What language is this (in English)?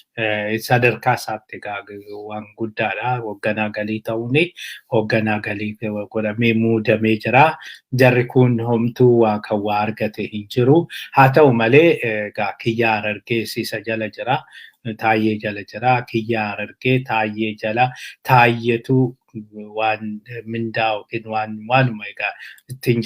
Oromo